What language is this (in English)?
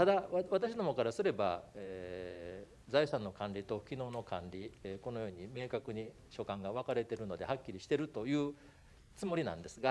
Japanese